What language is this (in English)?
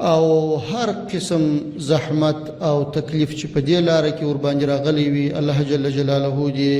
Pashto